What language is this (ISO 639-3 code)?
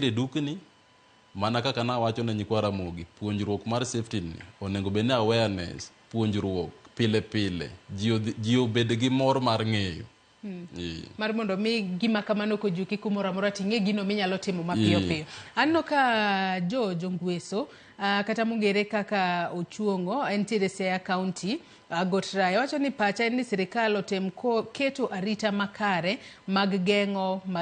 luo